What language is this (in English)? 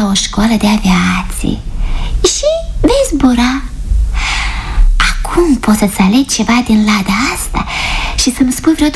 Romanian